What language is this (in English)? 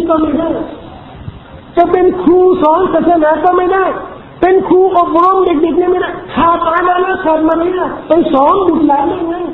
Thai